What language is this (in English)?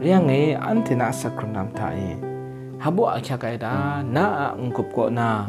Kachin